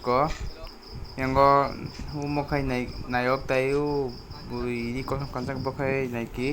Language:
Kok Borok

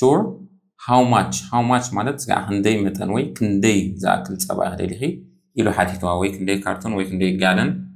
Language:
Tigrinya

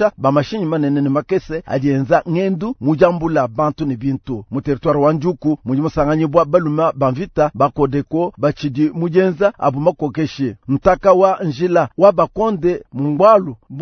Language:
Luba-Lulua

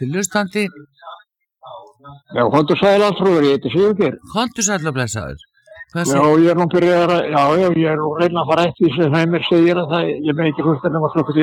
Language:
Icelandic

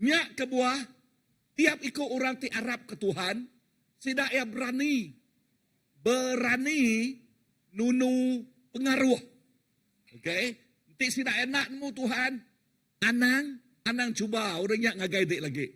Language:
Iban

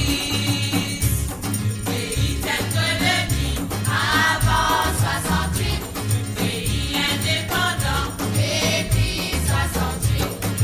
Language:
Morisyen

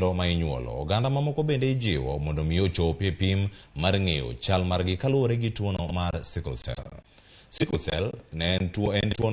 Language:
Luo (Kenya and Tanzania)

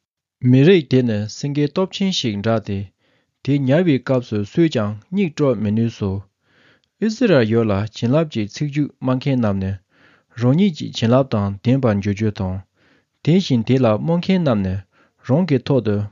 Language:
Tibetan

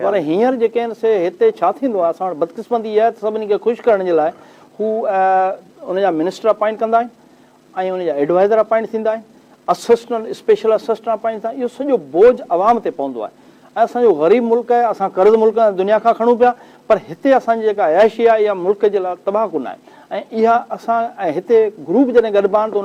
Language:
Sindhi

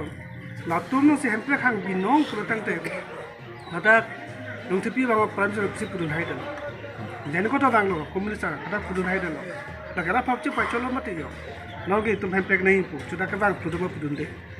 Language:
Karbi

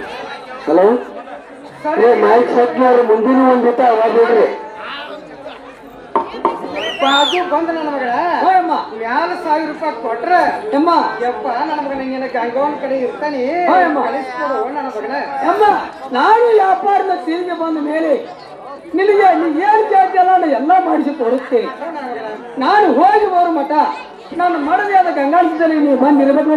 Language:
Kannada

